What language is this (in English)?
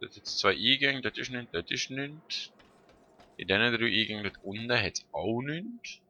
Swiss German